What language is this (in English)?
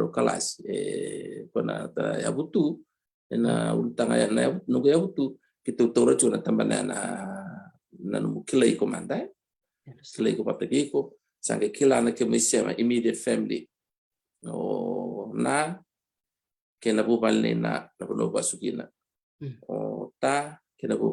Fijian